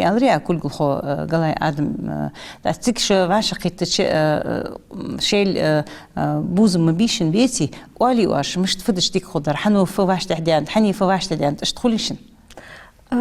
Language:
Ingush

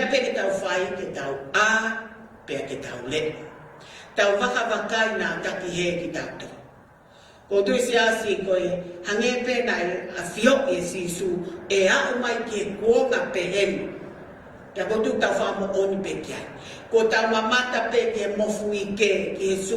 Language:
Tongan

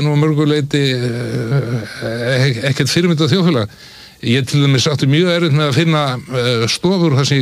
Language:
Icelandic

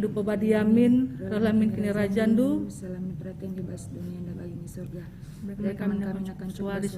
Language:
Batak Karo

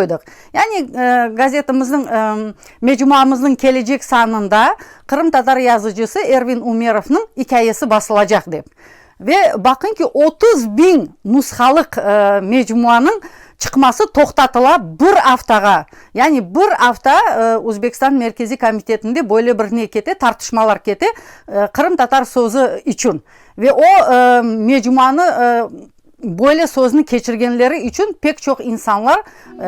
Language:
Crimean Tatar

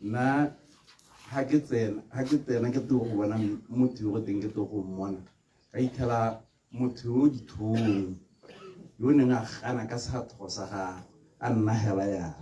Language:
Tswana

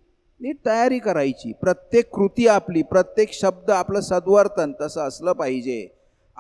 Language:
Marathi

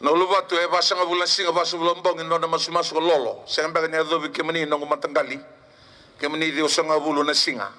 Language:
Fijian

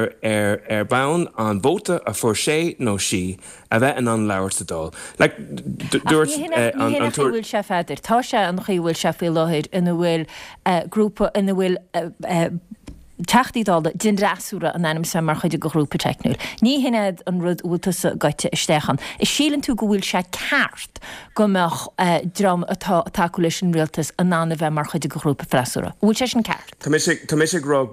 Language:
Irish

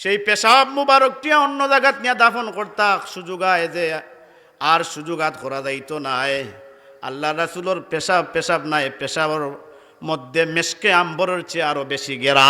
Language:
Sylheti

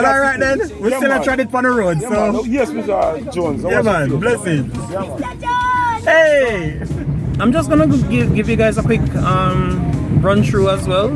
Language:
Jamaican Creole English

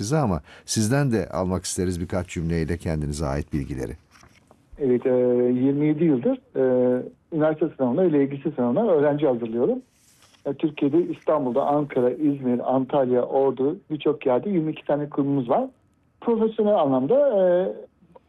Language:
Turkish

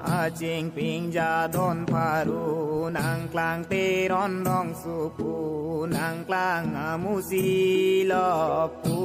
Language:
Karbi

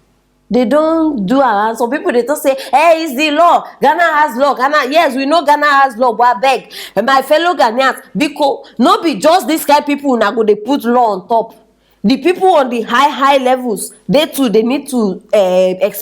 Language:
Nigerian Pidgin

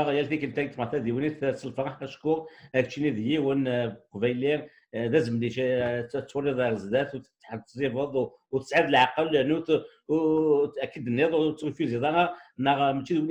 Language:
Kabyle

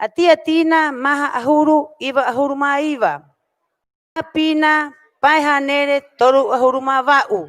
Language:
Rapanui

